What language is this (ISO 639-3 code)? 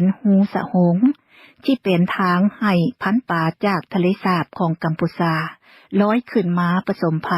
lao